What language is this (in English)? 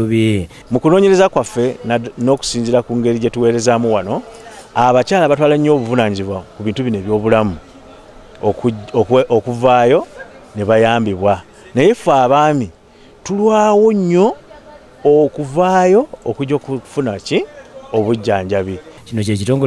Ganda